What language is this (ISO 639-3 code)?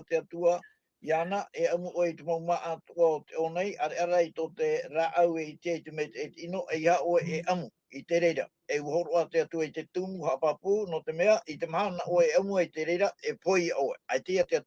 tah